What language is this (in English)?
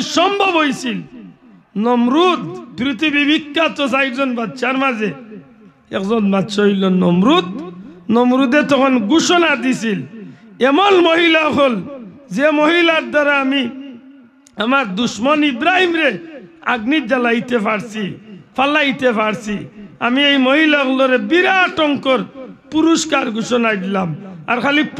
Sylheti